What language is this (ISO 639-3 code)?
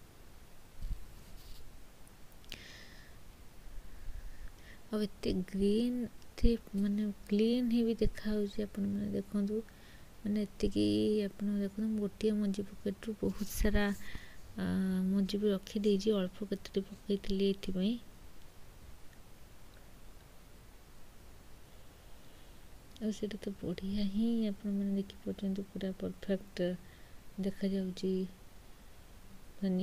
ori